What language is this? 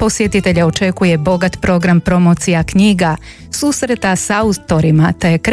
Croatian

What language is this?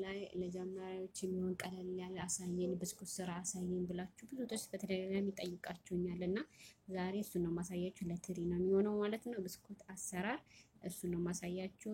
Amharic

